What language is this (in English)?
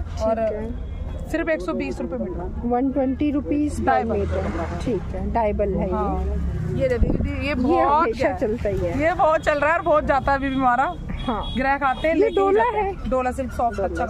Hindi